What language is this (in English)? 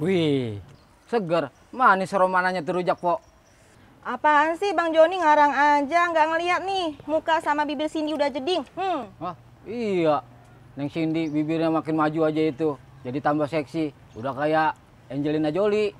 Betawi